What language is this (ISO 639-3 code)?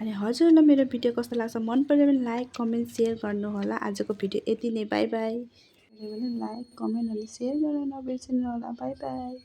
nep